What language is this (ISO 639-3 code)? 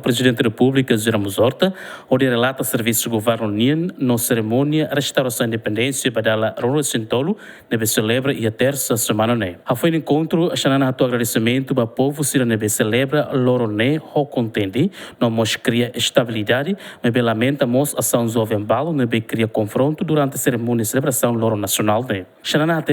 tet